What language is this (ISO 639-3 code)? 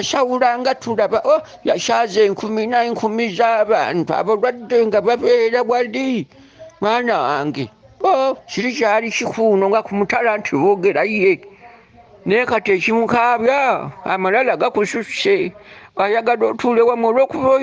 lug